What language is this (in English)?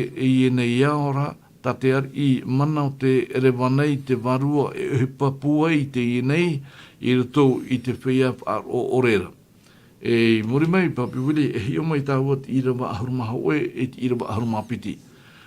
Tahitian